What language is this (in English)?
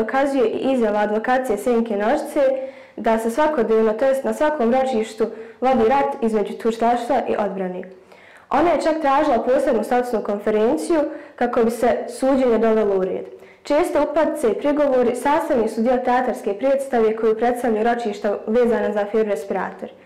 Bosnian